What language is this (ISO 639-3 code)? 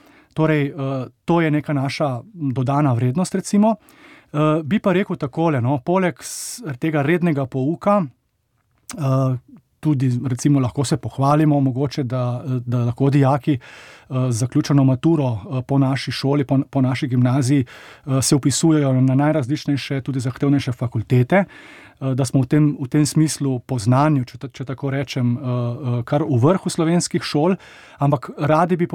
slv